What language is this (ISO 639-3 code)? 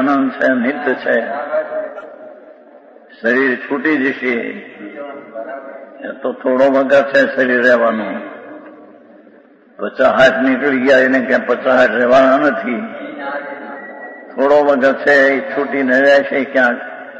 guj